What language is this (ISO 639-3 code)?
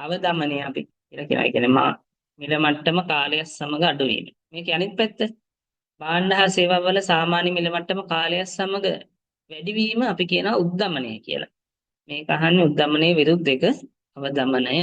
sin